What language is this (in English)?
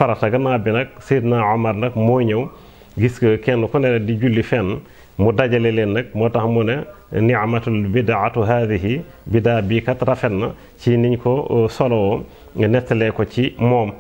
Wolof